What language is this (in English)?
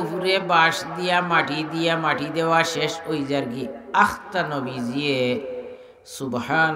Sylheti